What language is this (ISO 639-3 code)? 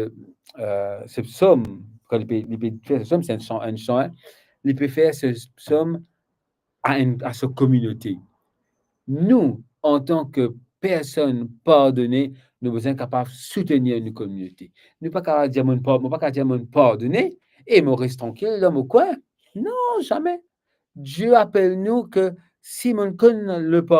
mfe